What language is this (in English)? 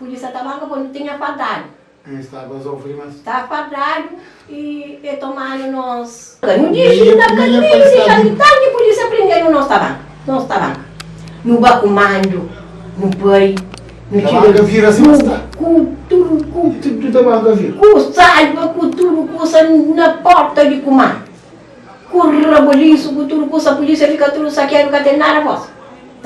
Kabuverdianu